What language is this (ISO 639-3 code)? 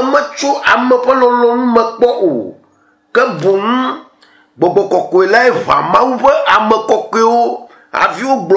ewe